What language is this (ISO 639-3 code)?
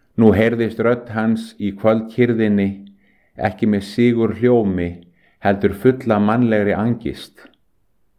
isl